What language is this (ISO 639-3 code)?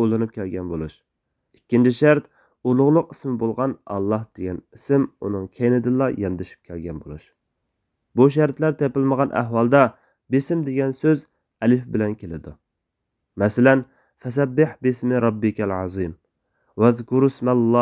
uig